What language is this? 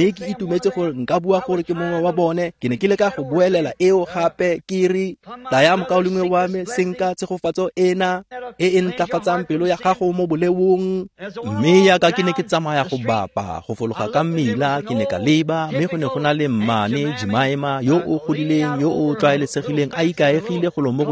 Tswana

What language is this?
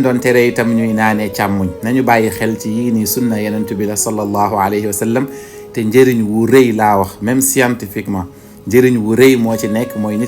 Wolof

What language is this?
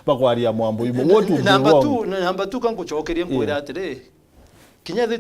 Meru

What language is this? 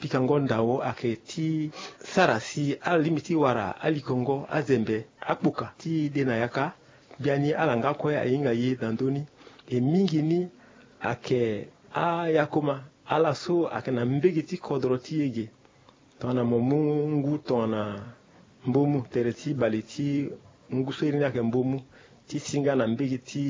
Sango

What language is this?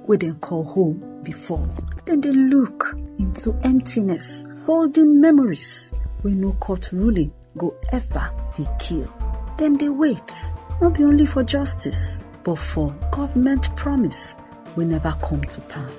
Nigerian Pidgin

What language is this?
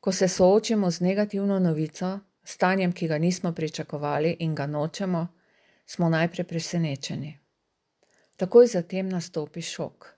Slovenian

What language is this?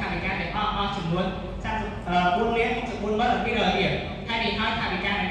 Khmer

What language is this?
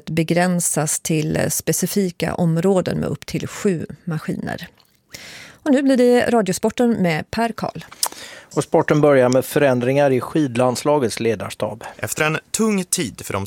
Swedish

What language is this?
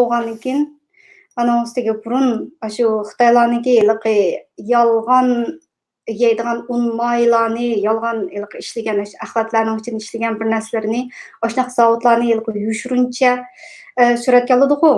Uyghur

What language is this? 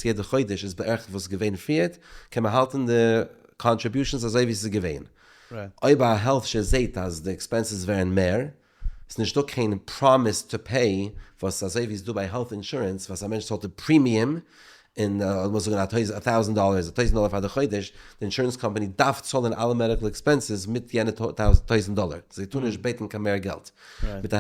Yiddish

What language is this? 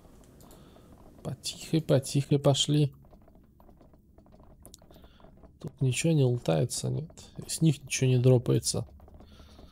Russian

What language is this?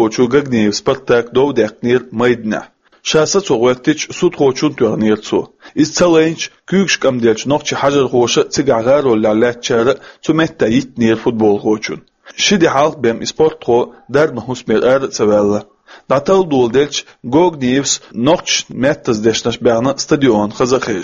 Chechen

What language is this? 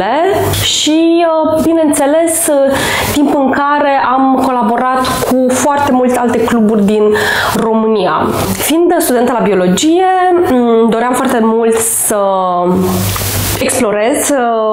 Romanian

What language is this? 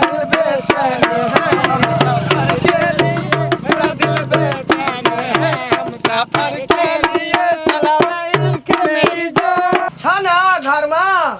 Maithili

